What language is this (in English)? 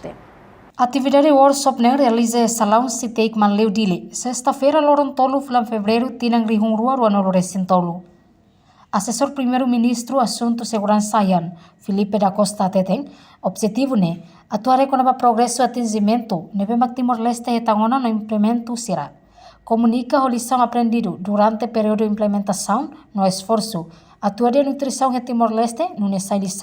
Tetum